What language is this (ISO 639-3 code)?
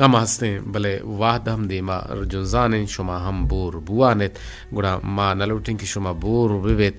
bgp